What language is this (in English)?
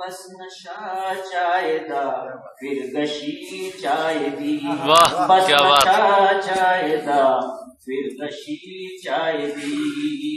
Dogri